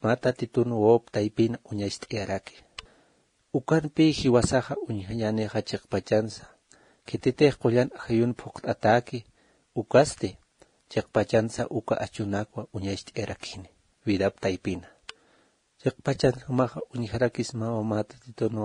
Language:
Aymara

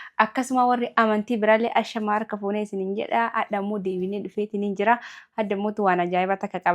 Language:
Oromo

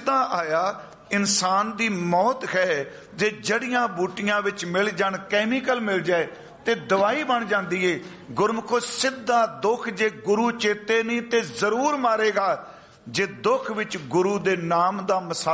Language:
Punjabi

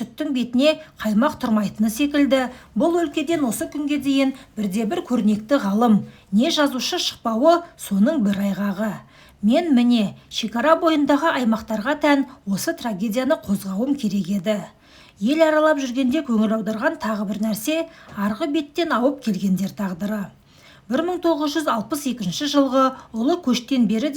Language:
Kazakh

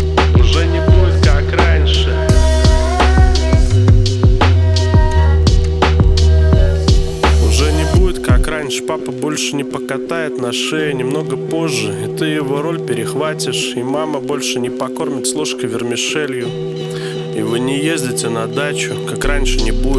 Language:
Russian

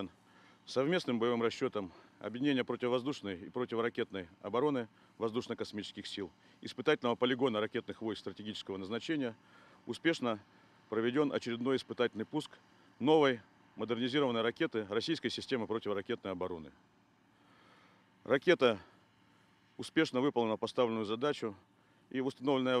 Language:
Russian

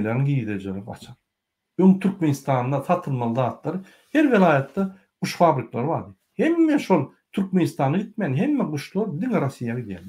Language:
Turkmen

